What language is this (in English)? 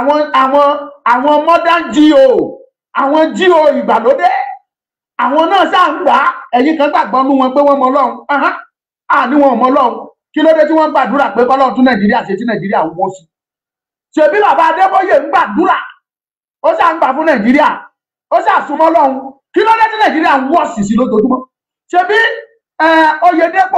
Yoruba